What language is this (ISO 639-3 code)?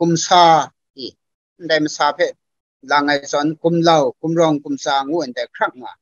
kac